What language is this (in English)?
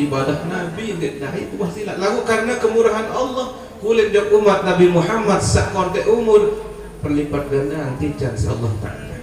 Sasak